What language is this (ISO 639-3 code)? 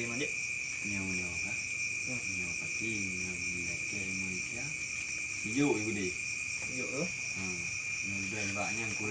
ace